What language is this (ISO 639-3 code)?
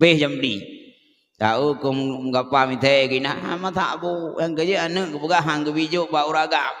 ace